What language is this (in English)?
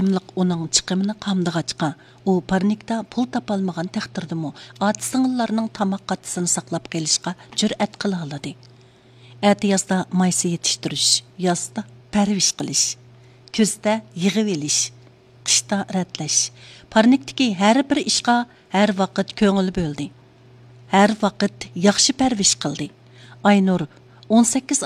Uyghur